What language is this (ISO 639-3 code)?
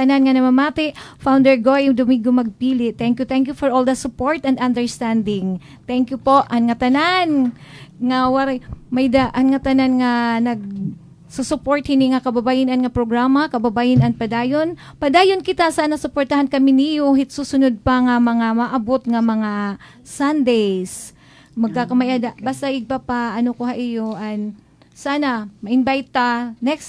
war